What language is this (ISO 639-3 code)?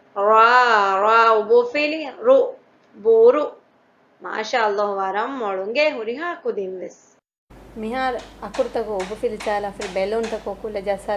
div